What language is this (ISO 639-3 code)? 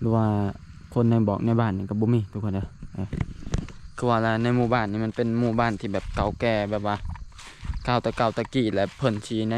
lao